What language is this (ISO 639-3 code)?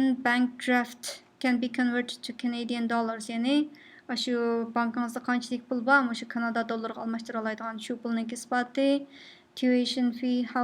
uig